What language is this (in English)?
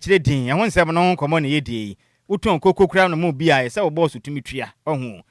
Akan